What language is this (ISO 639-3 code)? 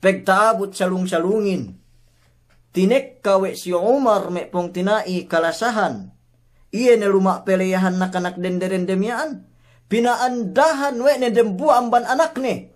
yka